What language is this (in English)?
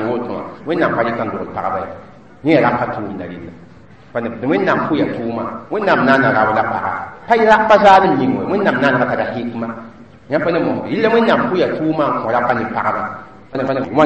Mossi